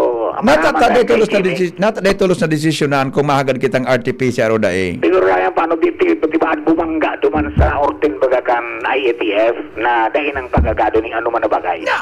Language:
Bikol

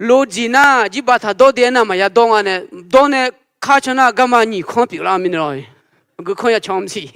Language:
Akha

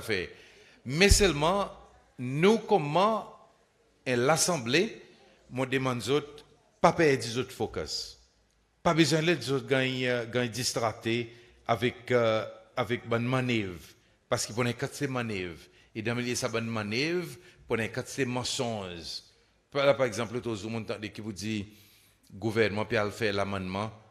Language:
Seselwa Creole French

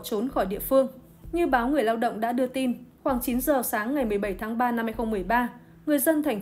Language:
Vietnamese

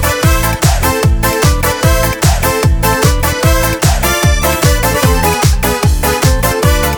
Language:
Kazakh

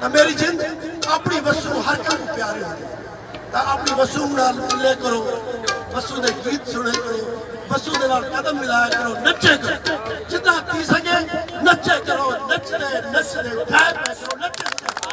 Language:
Saraiki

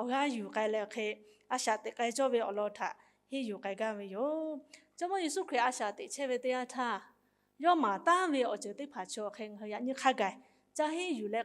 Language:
Lahu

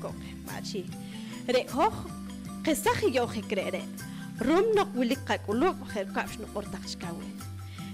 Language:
Poqomchi'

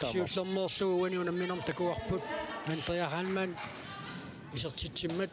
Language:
Kalaallisut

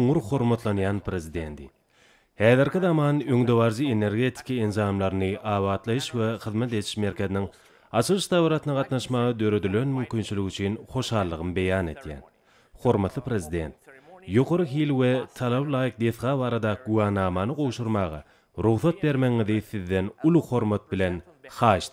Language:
Turkmen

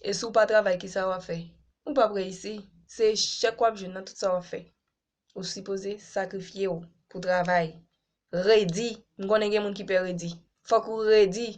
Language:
Haitian Creole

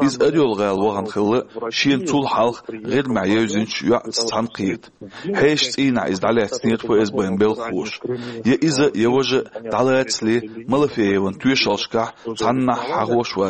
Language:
Chechen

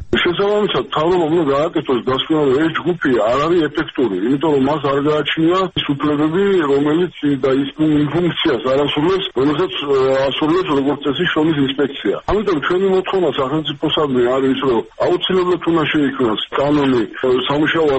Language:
Georgian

